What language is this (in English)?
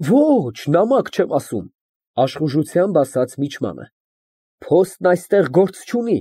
Armenian